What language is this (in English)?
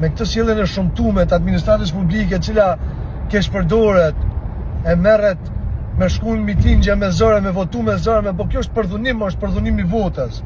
Albanian